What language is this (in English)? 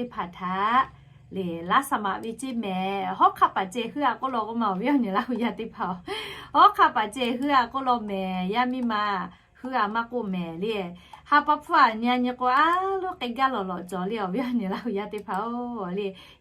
Lahu